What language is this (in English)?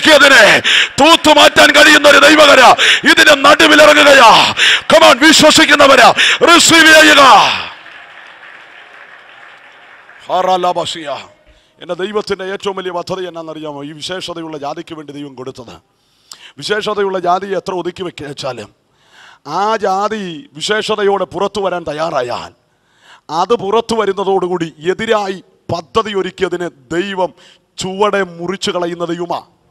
Malayalam